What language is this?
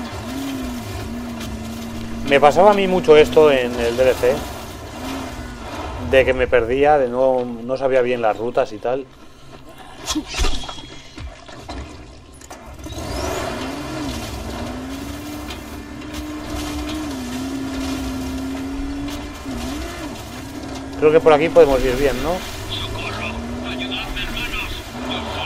Spanish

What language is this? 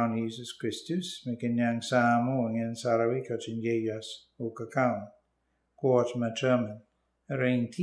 Pohnpeian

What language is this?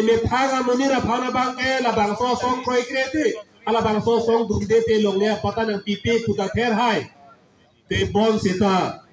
Karbi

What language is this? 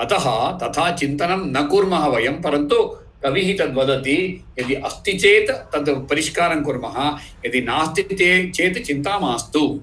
Sanskrit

